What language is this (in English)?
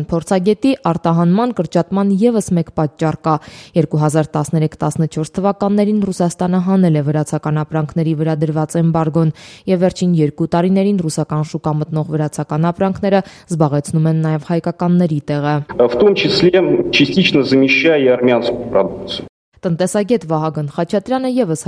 Armenian